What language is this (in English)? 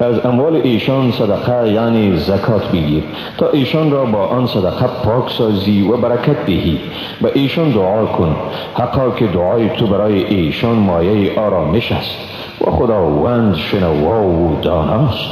Persian